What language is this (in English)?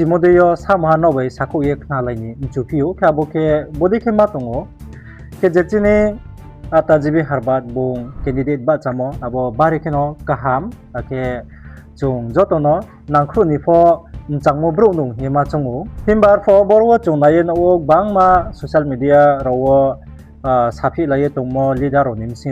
Riang (India)